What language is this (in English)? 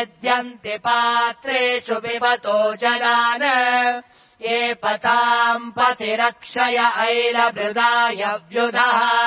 Sanskrit